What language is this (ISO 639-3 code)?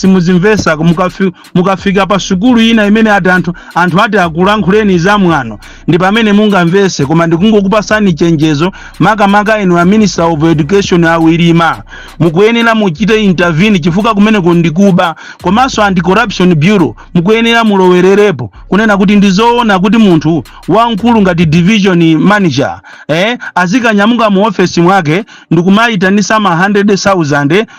nya